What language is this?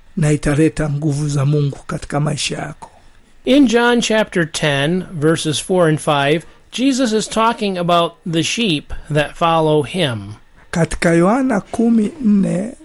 Swahili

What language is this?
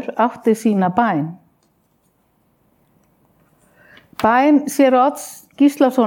Icelandic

